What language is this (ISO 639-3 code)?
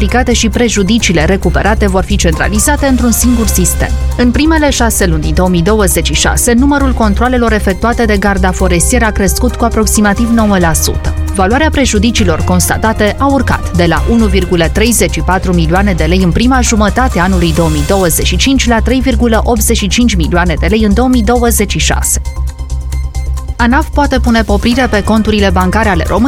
ron